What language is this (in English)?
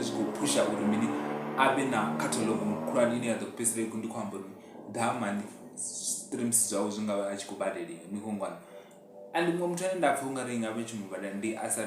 Venda